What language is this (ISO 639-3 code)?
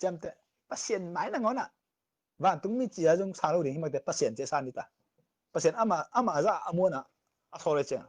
ctd